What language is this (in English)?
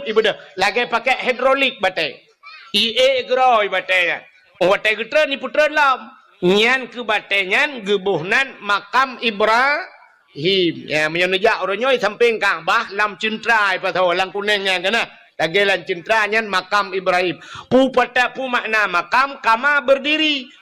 Achinese